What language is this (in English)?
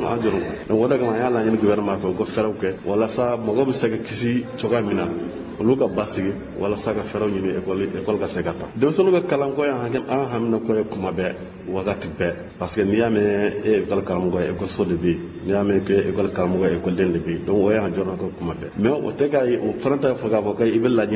Bambara